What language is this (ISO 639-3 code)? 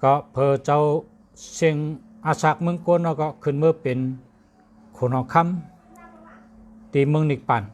shn